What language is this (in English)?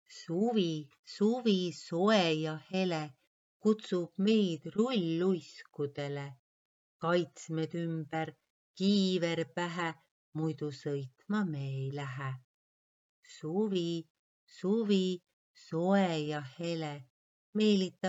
Estonian